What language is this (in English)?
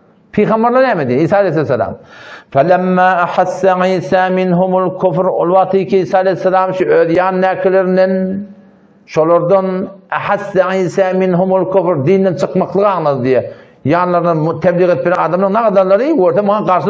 Turkmen